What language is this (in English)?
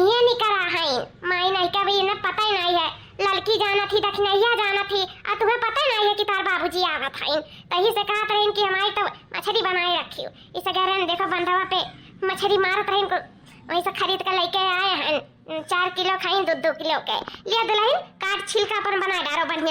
Awadhi